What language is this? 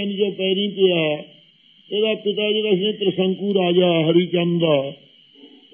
Punjabi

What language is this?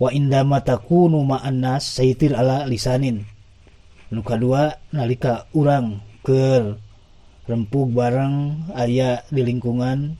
Sundanese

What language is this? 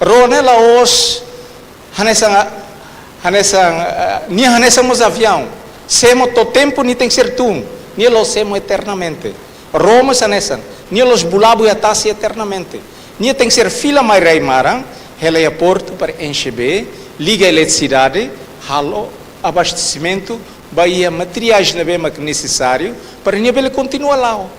Tetum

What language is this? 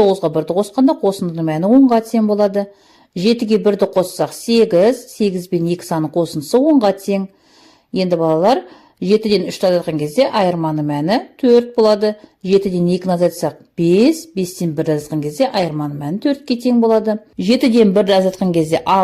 Kazakh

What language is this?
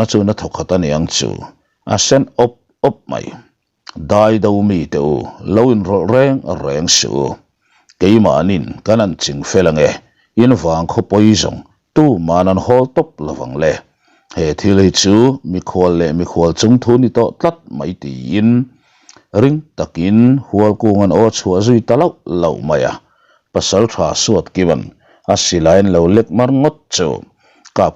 Mizo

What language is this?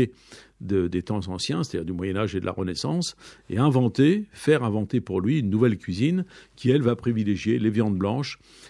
French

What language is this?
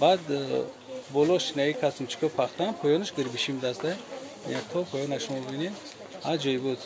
Tajik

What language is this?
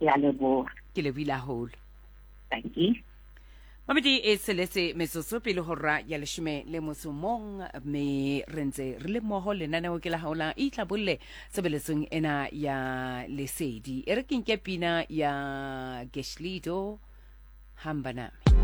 Southern Sotho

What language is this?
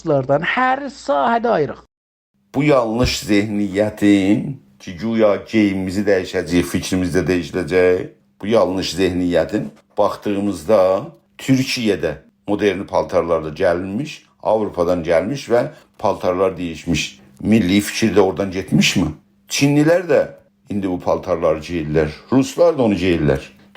South Azerbaijani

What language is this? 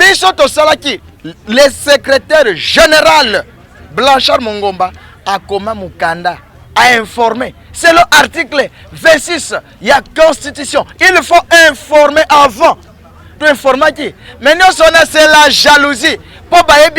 Lingala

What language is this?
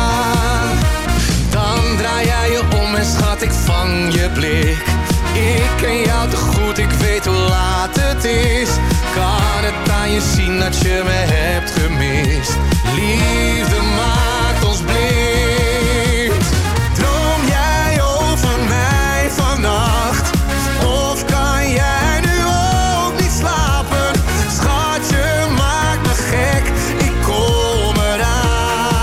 Dutch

